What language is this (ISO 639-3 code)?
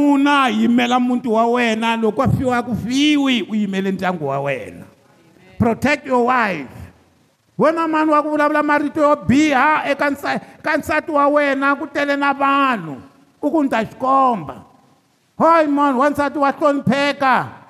tso